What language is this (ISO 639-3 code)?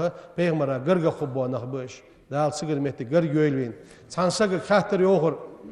inh